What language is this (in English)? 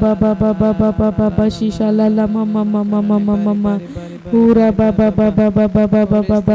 Tem